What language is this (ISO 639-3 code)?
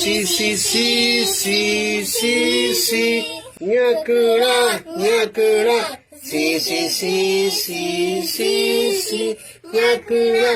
grn